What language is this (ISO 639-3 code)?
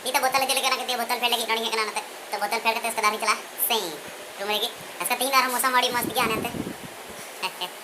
sat